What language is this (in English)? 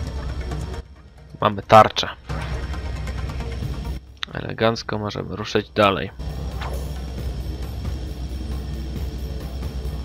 Polish